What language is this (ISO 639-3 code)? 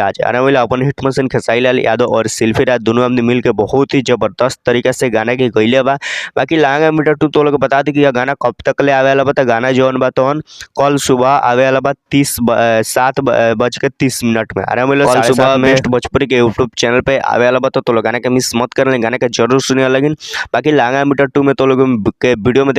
bho